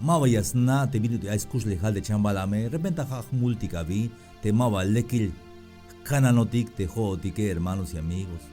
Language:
Tzeltal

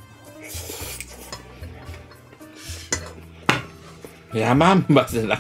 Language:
Japanese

